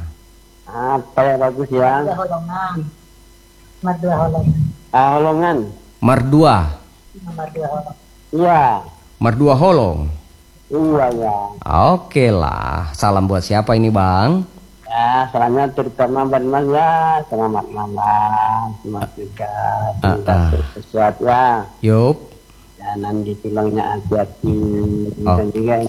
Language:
Indonesian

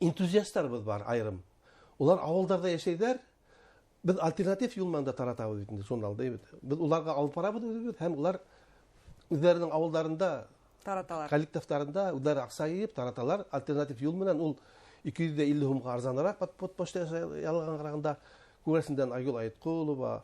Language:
Bashkir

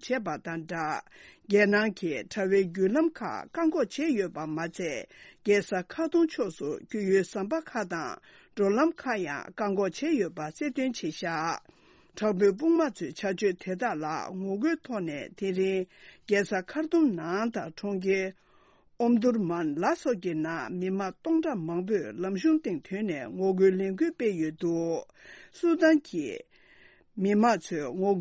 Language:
Tibetan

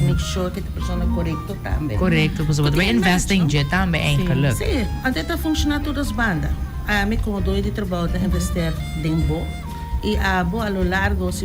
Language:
Papiamento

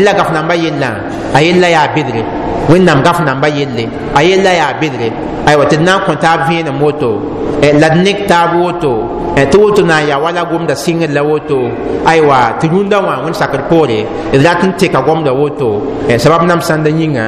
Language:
Mossi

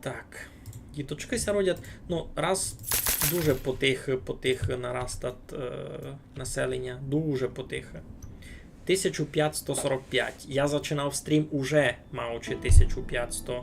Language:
Rusyn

